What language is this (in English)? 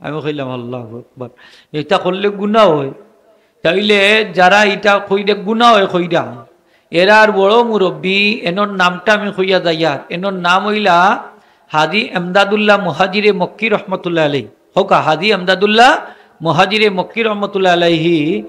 Sylheti